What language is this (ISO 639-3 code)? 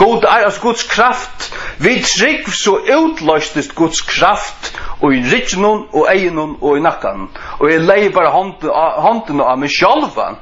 fao